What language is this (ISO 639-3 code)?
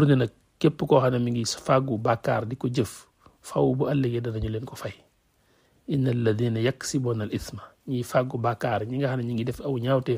wol